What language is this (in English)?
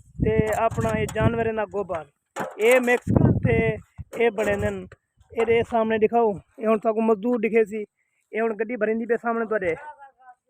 Saraiki